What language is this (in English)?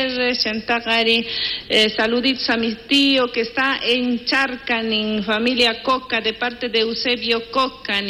South Bolivian Quechua